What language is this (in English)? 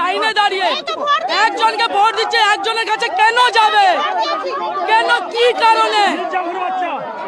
Bangla